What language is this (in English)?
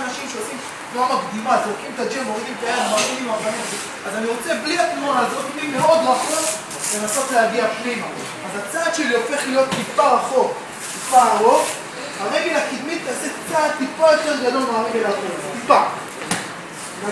Hebrew